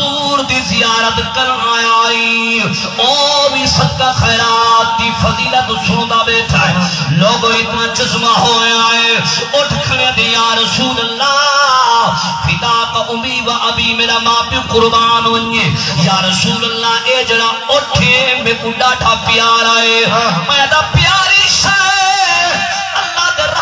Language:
Saraiki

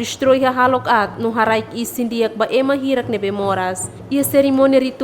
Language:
Tetum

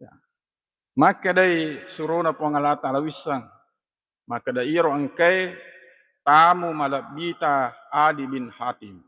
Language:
Buginese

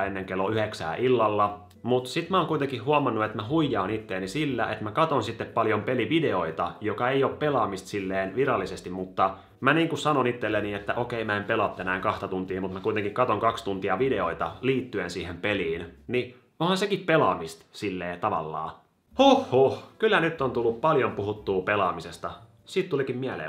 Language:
Finnish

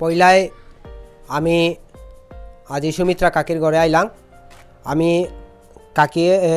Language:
Bishnupriya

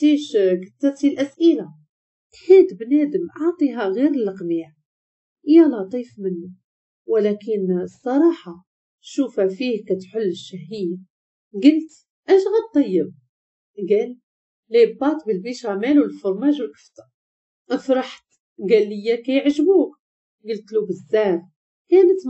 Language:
Moroccan Arabic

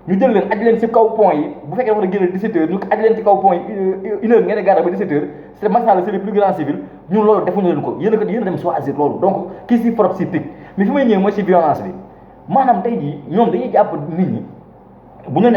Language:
Wolof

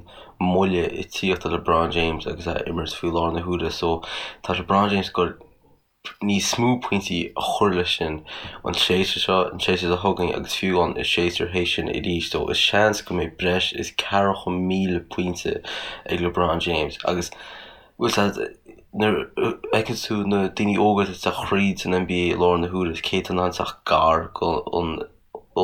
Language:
Irish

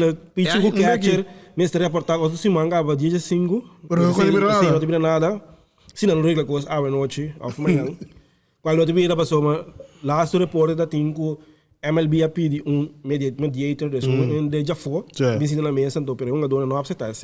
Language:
Papiamento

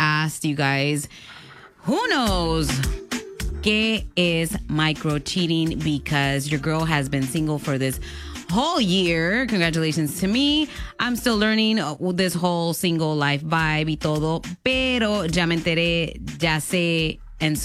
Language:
English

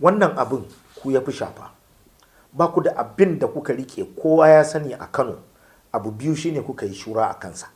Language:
Hausa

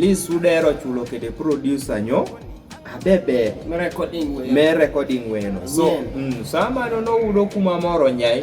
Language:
Kumam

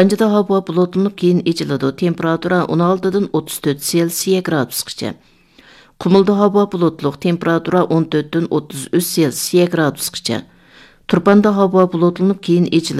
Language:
Uyghur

